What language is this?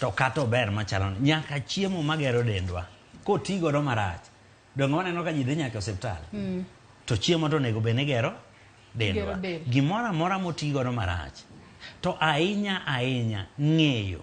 Luo (Kenya and Tanzania)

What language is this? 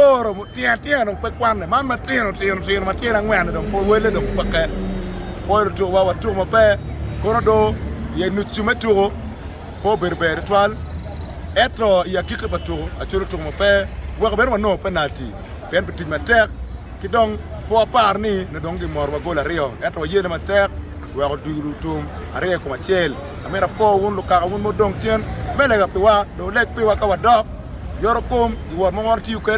Acoli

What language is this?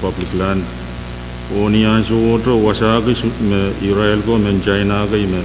Pohnpeian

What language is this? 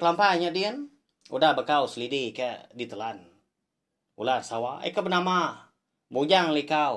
Iban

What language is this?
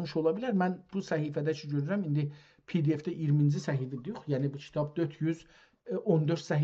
South Azerbaijani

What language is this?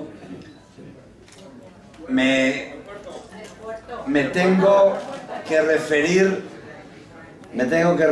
Spanish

